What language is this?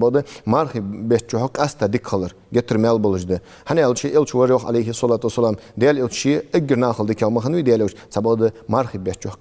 Ingush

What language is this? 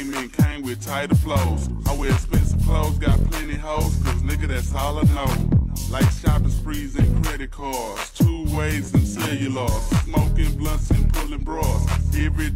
English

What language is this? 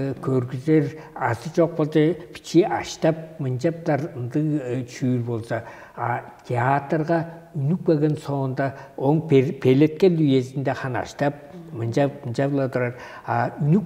Tuvinian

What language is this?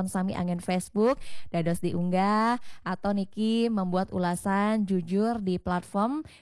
Balinese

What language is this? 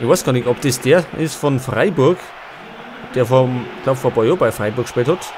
Bavarian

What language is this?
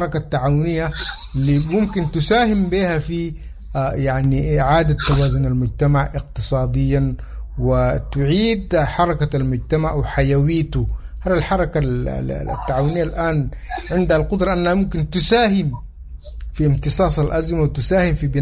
Sudanese Arabic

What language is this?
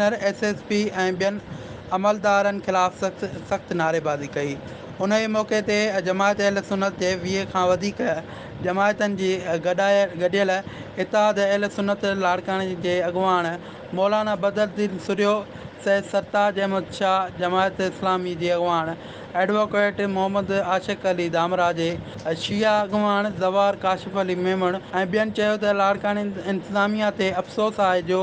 Sindhi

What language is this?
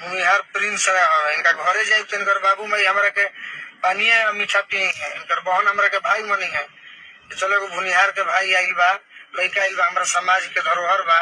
Bhojpuri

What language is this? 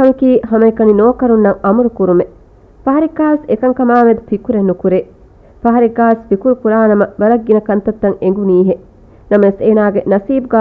Divehi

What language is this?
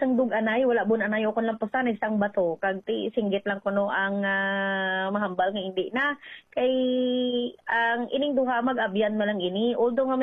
Hiligaynon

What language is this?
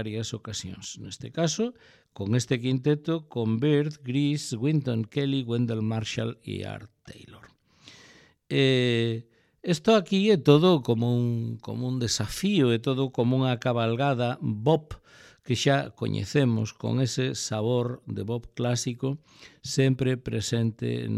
Galician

